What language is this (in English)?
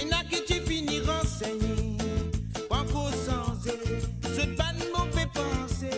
Morisyen